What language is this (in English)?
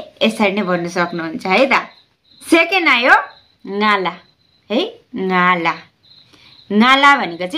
Nepali